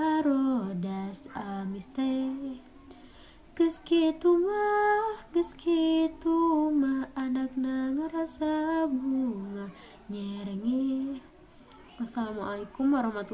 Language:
Sundanese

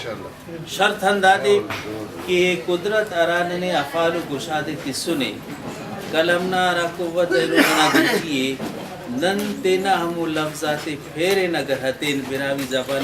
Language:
Brahui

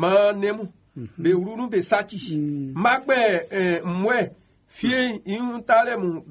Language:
Baoulé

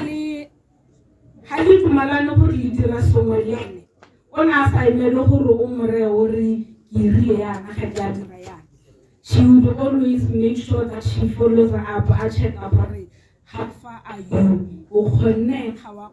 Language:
Tswana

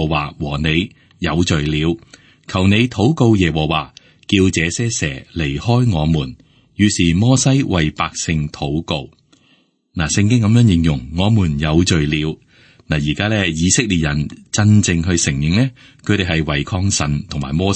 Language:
Cantonese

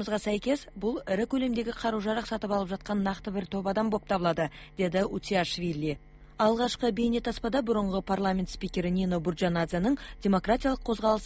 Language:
Kazakh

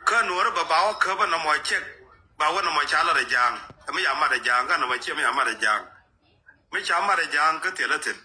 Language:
Nuer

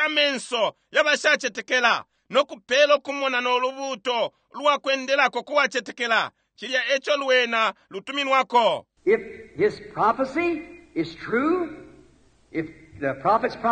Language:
Bemba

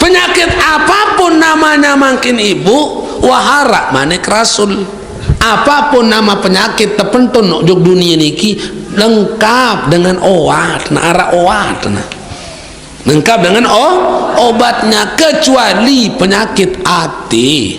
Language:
Sasak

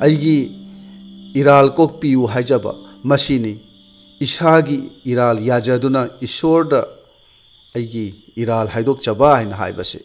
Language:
Manipuri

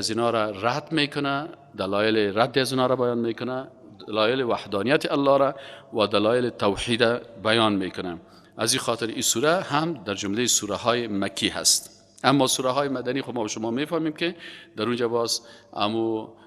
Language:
Persian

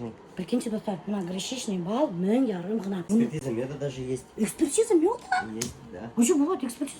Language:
Bashkir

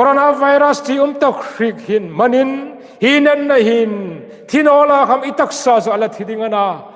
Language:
Hmar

